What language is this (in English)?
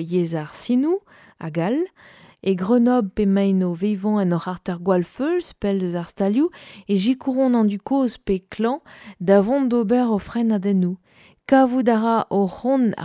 Breton